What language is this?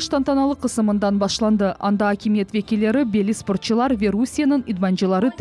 Crimean Tatar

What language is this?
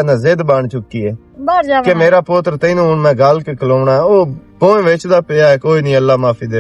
Western Panjabi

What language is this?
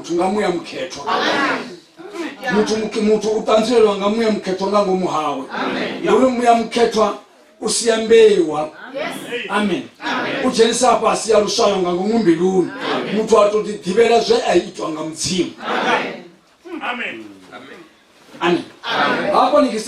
Venda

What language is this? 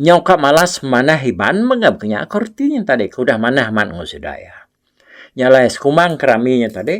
Iban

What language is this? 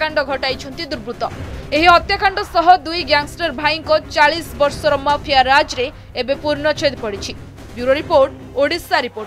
Odia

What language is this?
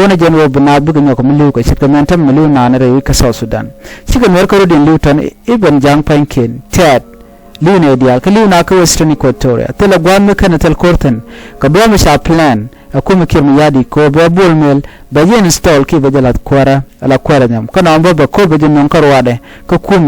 Nuer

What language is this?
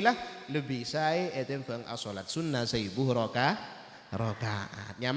Madurese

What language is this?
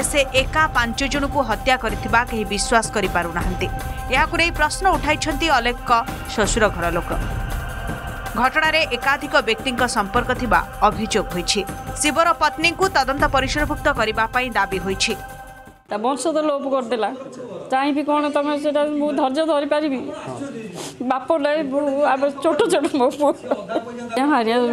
Odia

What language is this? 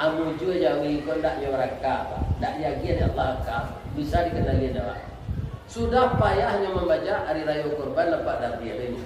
Minangkabau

